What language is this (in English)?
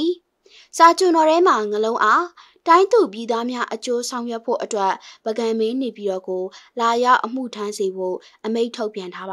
Burmese